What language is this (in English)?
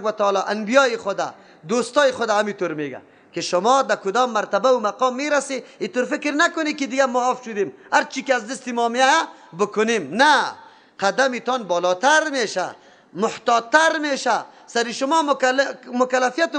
Persian